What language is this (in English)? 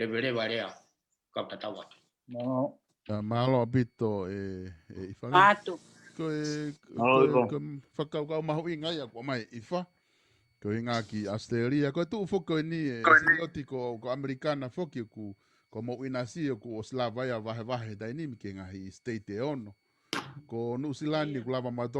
Tongan